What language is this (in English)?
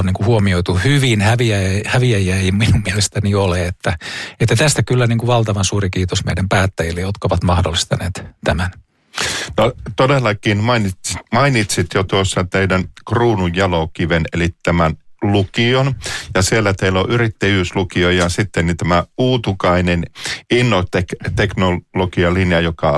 Finnish